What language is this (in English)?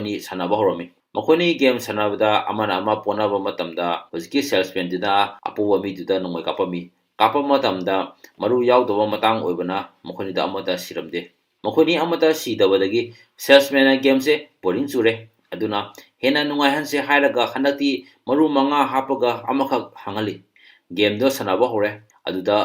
Manipuri